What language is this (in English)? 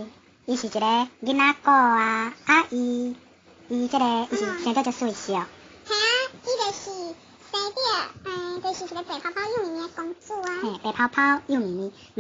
Min Nan Chinese